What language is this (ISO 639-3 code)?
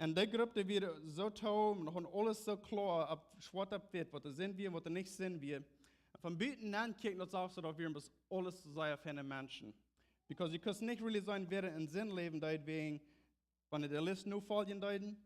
pdt